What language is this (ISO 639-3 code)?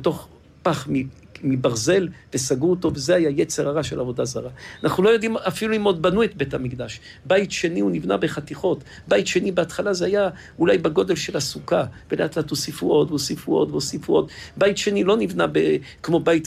heb